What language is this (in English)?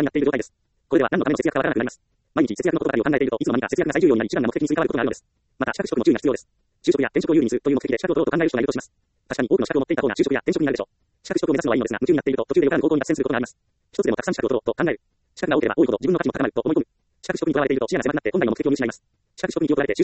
Japanese